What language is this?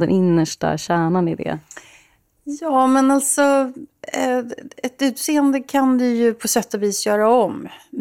Swedish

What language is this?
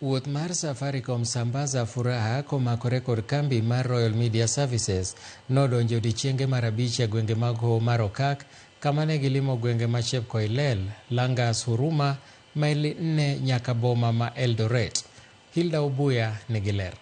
Luo (Kenya and Tanzania)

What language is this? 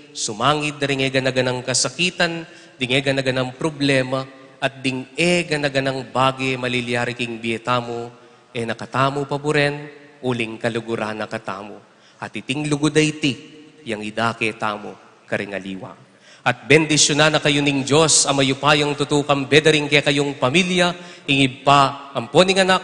Pampanga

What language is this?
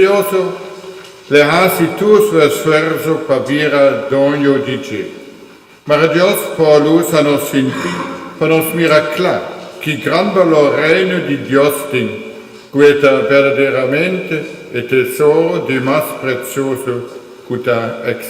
Papiamento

